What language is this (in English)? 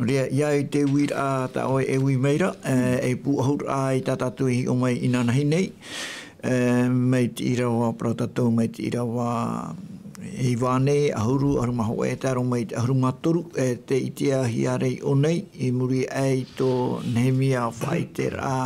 Tahitian